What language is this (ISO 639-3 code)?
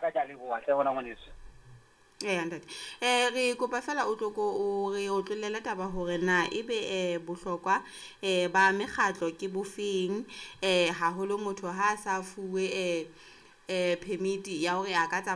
sot